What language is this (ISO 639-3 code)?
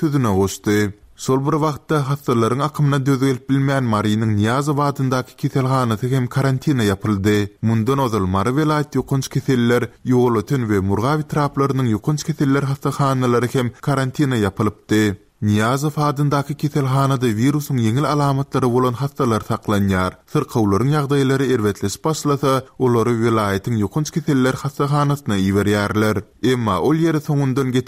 tuk